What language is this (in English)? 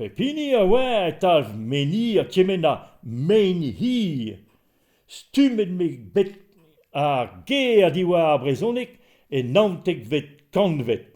Breton